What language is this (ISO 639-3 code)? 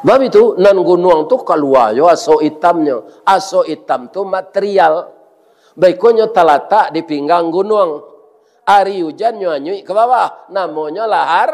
min